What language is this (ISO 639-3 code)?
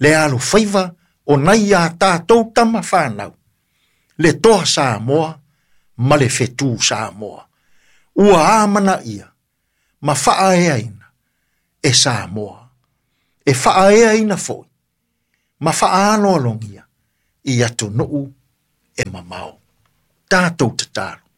smo